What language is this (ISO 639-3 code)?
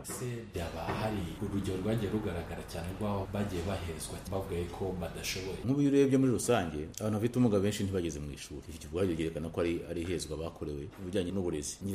kin